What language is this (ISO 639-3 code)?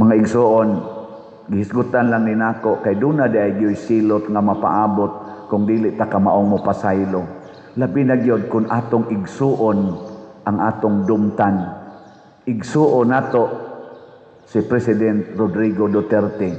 ceb